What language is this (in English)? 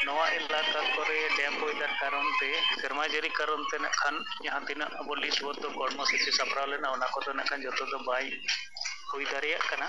Santali